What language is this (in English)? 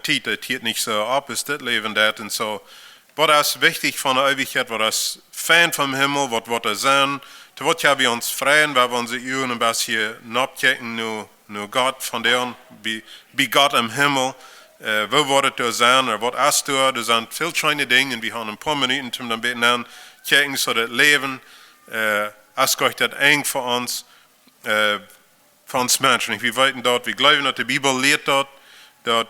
Plautdietsch